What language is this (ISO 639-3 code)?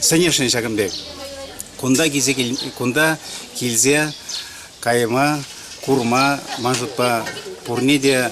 chv